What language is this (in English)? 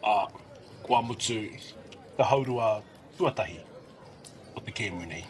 Māori